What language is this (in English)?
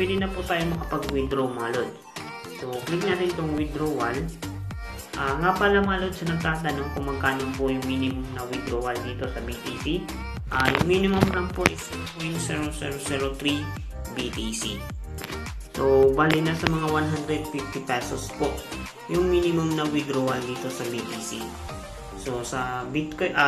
Filipino